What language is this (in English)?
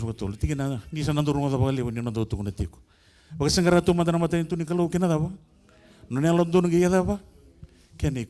Fijian